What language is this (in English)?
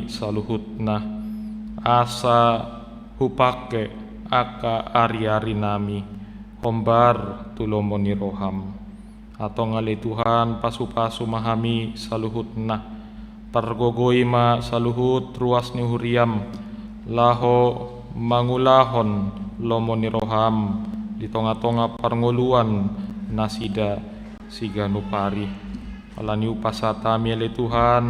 Batak Toba